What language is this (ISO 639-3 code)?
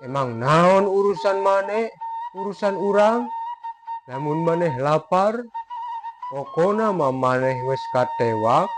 sun